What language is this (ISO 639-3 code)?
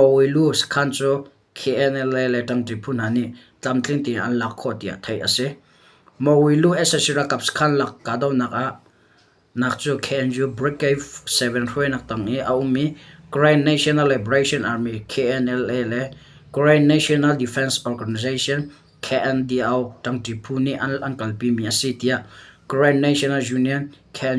cnh